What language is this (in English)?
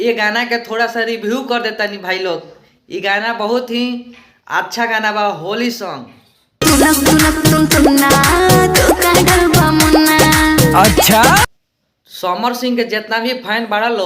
Bhojpuri